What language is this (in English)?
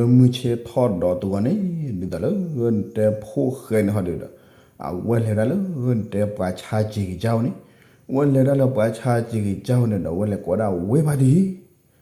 S'gaw Karen